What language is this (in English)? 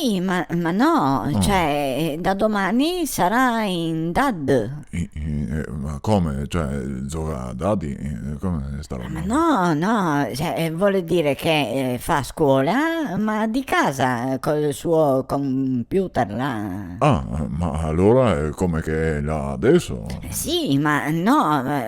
Venetian